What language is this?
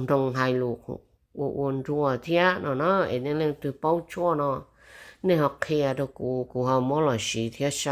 Vietnamese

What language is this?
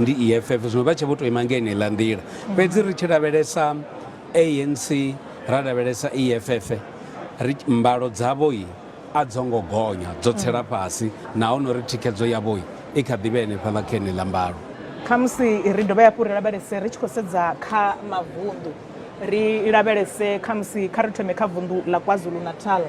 Venda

